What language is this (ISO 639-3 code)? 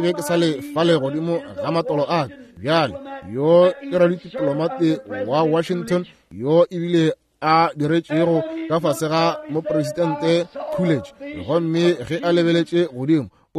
nso